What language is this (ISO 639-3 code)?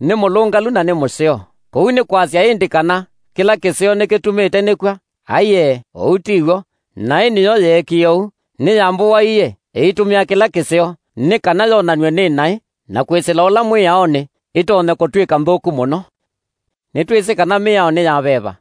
kam